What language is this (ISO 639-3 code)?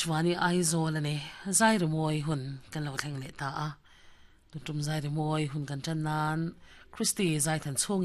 lus